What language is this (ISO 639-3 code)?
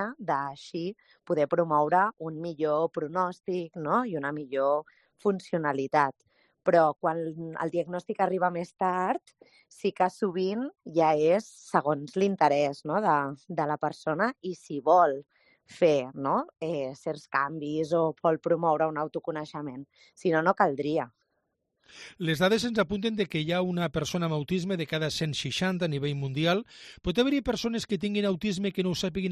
cat